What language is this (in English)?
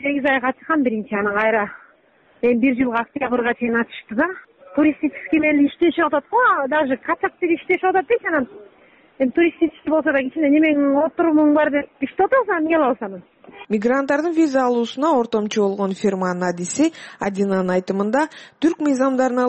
Kyrgyz